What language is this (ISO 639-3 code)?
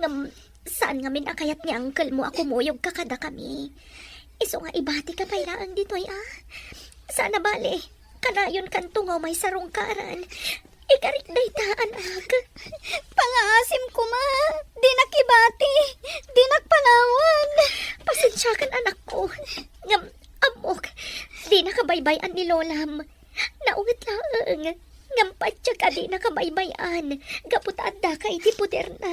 ilo